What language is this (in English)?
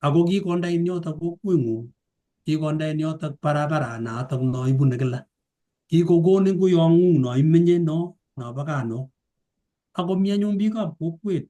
Kalenjin